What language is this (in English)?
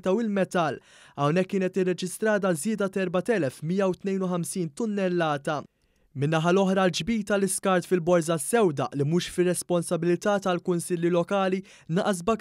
Maltese